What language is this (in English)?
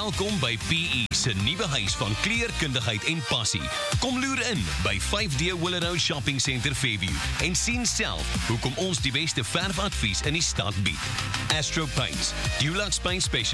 Afrikaans